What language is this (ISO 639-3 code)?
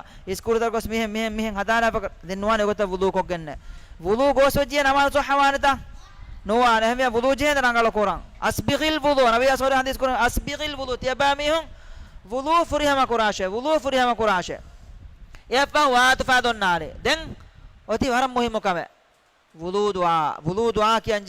div